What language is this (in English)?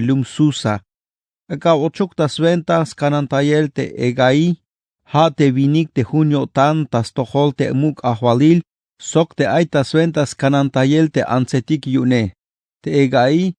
Tzeltal